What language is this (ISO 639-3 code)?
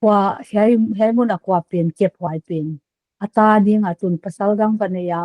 pck